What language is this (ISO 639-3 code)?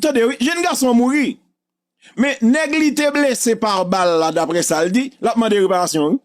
hat